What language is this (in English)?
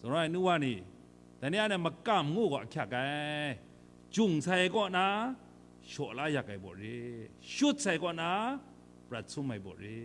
Kachin